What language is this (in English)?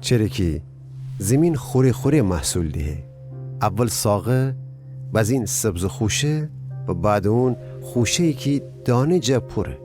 Gilaki